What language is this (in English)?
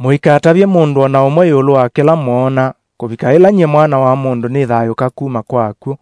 Kamba